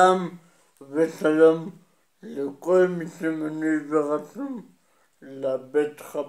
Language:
Hebrew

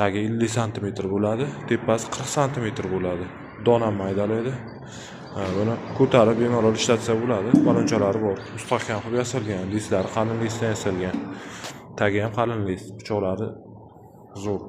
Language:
Uzbek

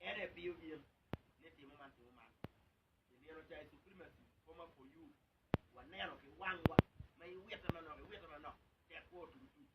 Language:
Acoli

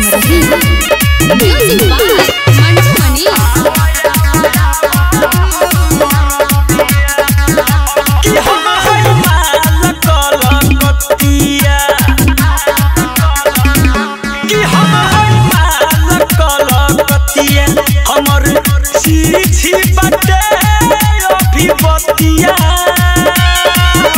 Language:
Bhojpuri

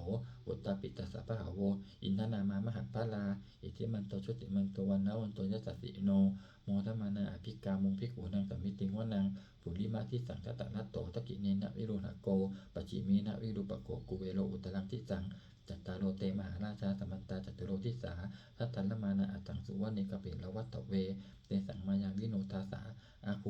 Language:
Pali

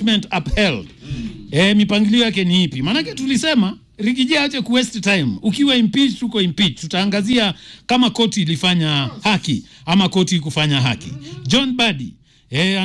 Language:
Swahili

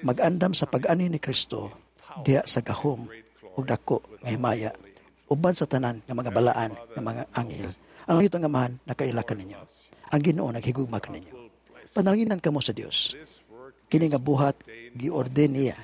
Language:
Cebuano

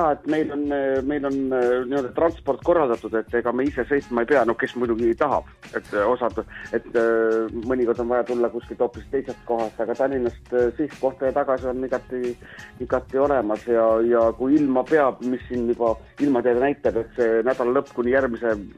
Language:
Estonian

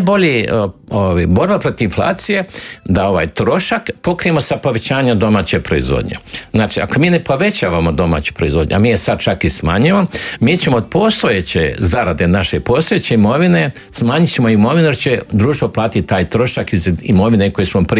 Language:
Croatian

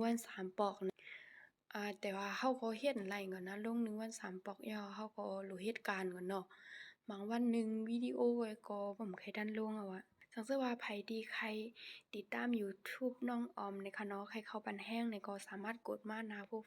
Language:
Shan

